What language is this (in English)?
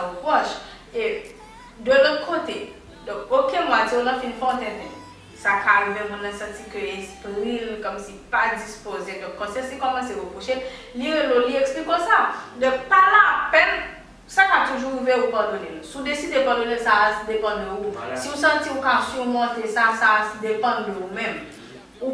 Haitian Creole